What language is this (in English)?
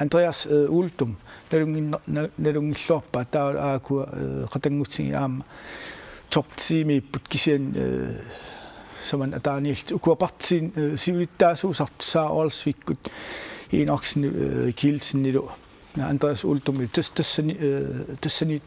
Kalaallisut